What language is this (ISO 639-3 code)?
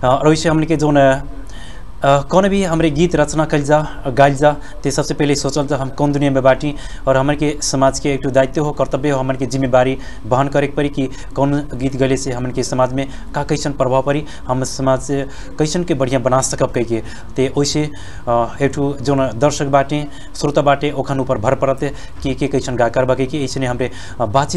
bho